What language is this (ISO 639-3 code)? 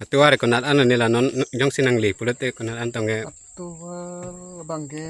mjw